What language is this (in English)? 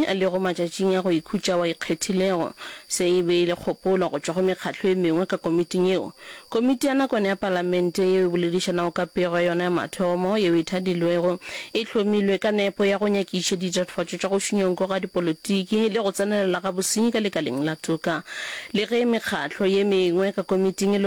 Northern Sotho